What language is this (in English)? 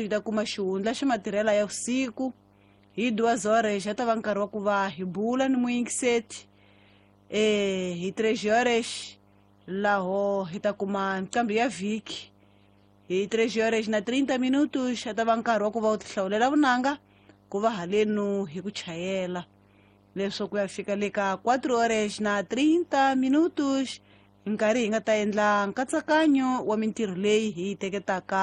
Tsonga